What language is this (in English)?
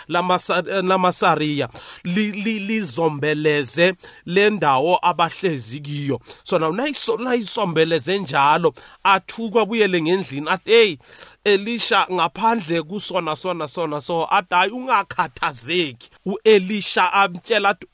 South Ndebele